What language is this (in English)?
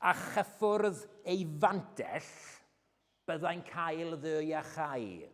Welsh